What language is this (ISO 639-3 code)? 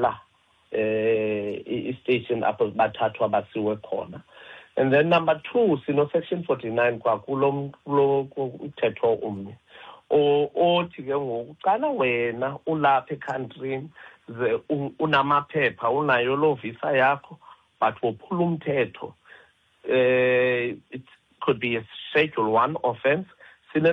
xho